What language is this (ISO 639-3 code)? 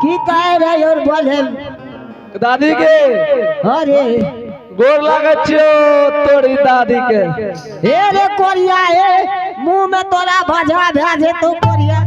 anp